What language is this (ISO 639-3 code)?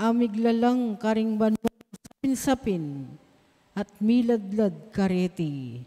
pam